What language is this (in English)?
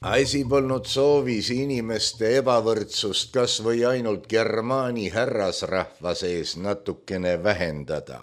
Estonian